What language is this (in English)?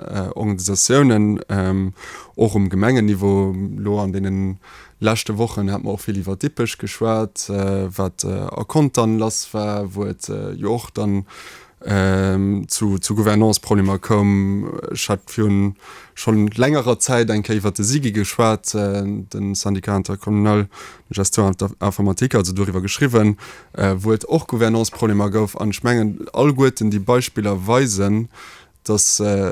Luxembourgish